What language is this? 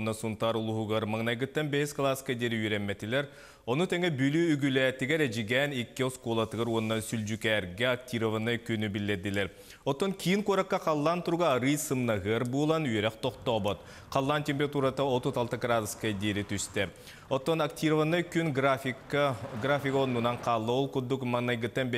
Yakut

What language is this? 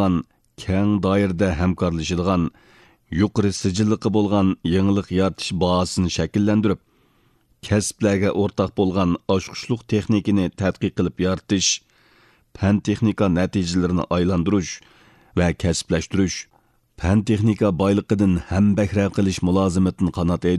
Uyghur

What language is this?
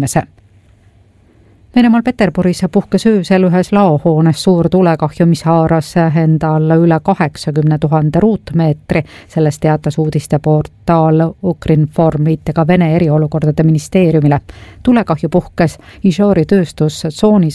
Estonian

